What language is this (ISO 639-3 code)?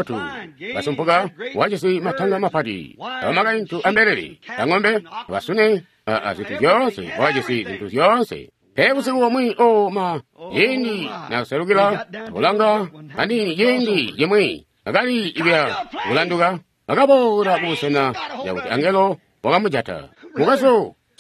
toi